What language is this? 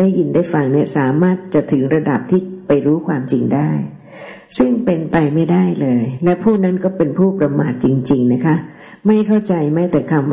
Thai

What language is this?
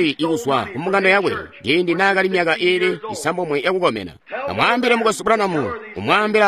Tonga (Zambia)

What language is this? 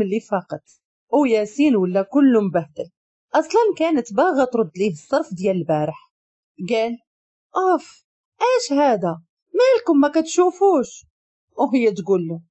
Moroccan Arabic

